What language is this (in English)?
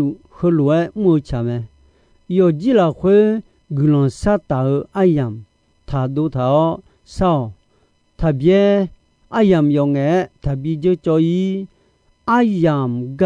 Akha